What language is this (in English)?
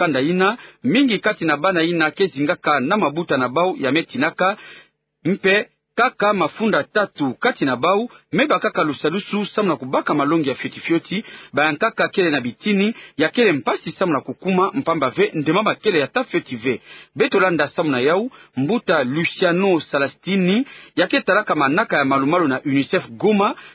Kituba (Democratic Republic of Congo)